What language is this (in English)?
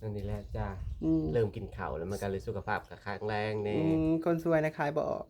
Northeastern Thai